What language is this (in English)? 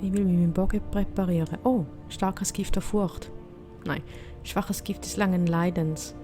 Swiss German